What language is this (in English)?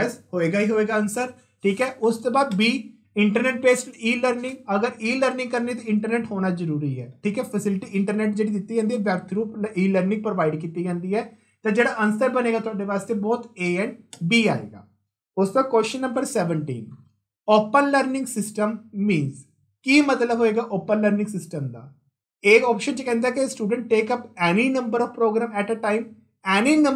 Punjabi